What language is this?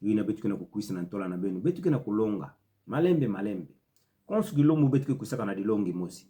Kituba (Democratic Republic of Congo)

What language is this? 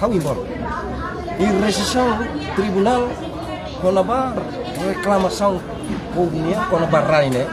Tetum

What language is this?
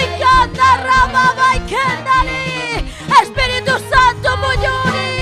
Ayacucho Quechua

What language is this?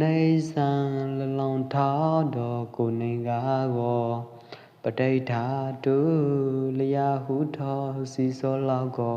Pwo Eastern Karen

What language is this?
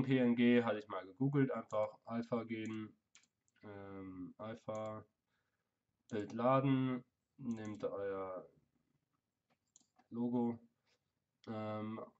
German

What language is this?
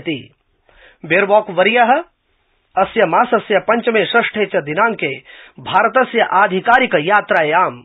Sanskrit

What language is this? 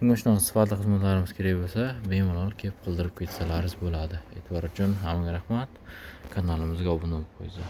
Uzbek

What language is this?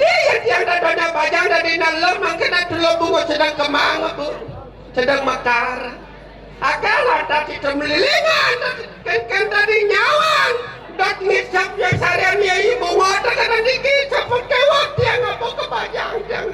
Balinese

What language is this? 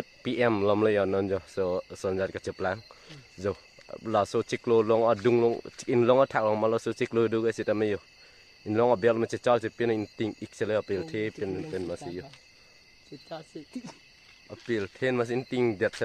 Karbi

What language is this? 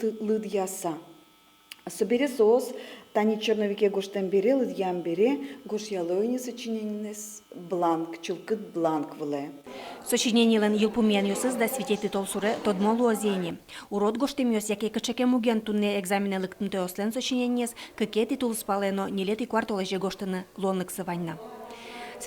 Udmurt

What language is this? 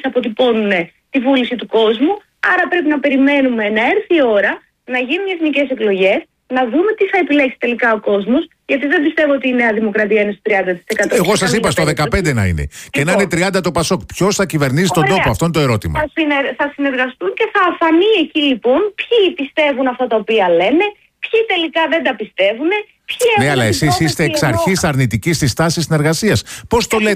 Greek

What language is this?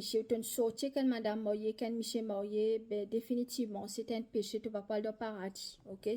Morisyen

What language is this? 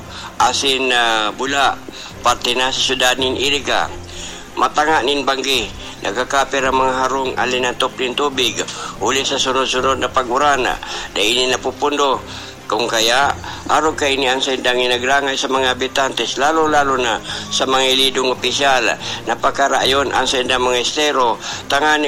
Bikol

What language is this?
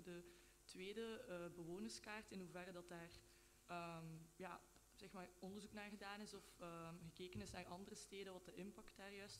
Dutch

